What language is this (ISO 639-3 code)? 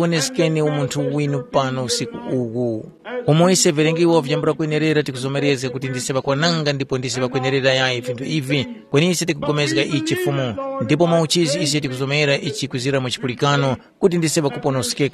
tum